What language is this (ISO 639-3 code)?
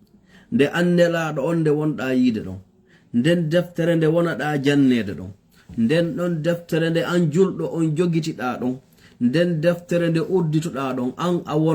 ful